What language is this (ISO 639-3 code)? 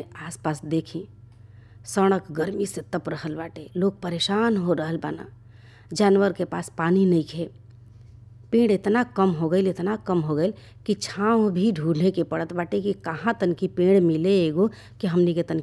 bho